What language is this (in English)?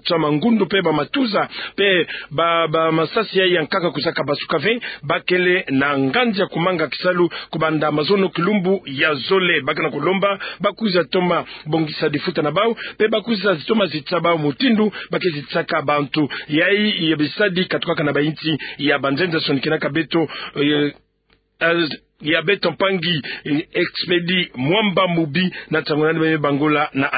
Kituba (Democratic Republic of Congo)